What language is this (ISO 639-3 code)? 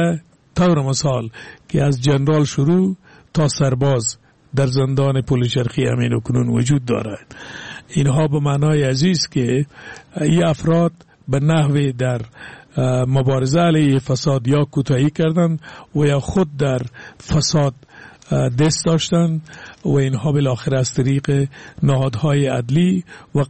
fas